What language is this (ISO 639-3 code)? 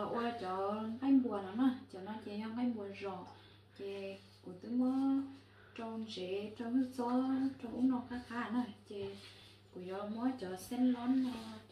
hmn